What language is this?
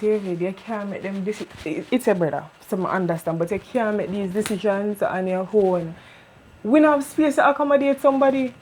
Jamaican Creole English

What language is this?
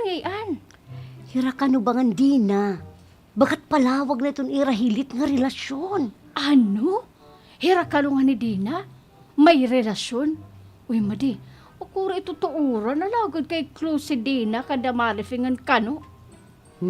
Waray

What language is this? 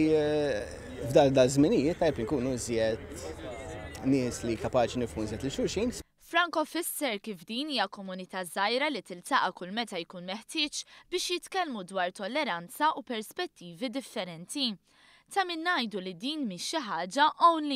Maltese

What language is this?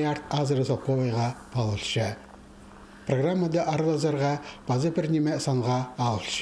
Khakas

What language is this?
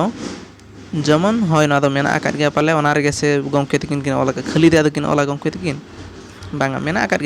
Santali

